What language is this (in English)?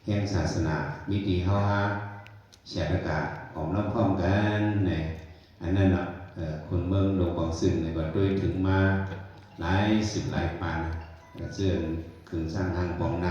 Shan